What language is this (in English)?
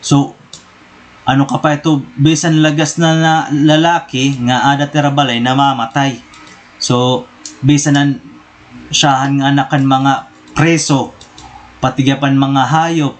Waray